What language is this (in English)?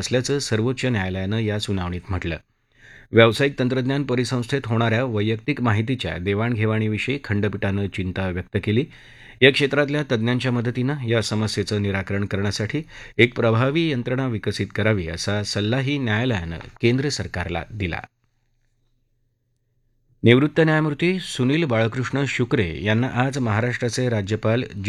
Marathi